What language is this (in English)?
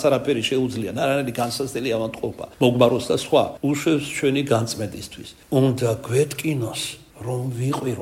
Georgian